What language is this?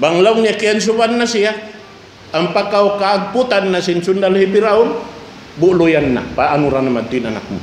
Tausug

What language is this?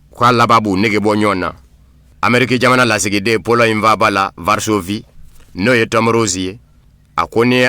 Bambara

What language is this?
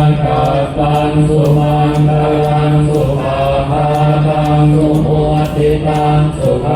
Pali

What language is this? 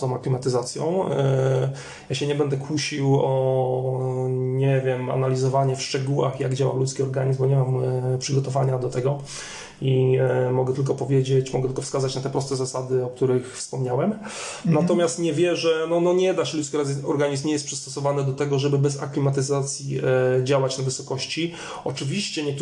Polish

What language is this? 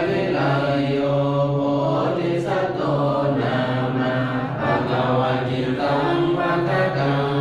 Pali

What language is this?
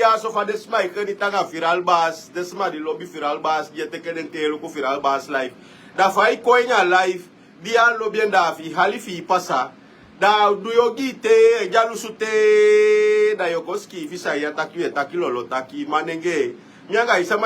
Sranan Tongo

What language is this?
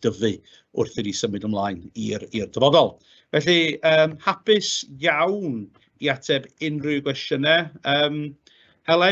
Welsh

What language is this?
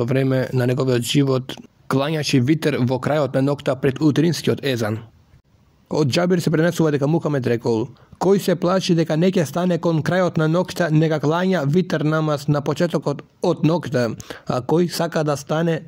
Macedonian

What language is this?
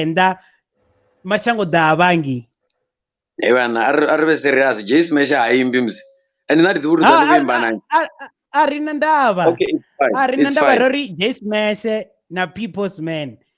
Venda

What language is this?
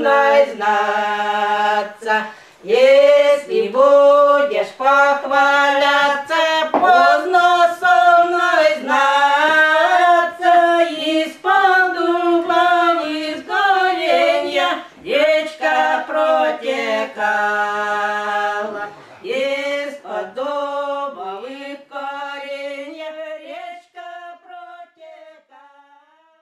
Russian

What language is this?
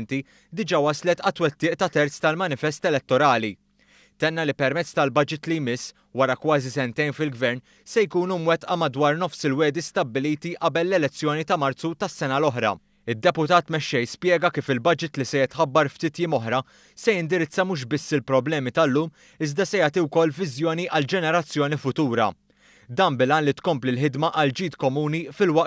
Maltese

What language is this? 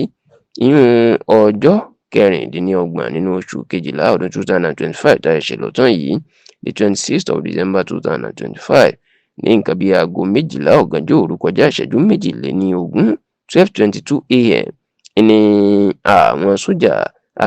Yoruba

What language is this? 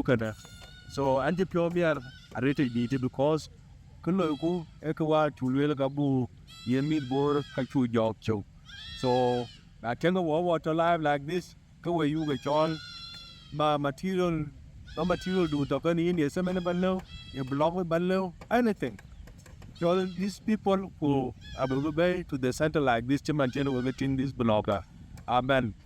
Dinka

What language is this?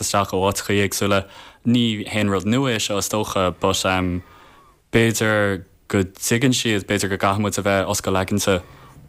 Irish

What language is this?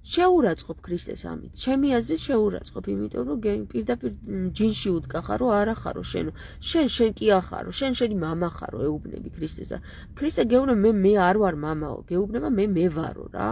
Georgian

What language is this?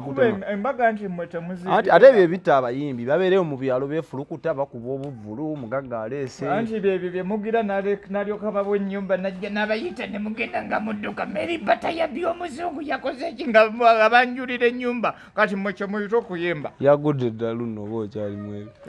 Ganda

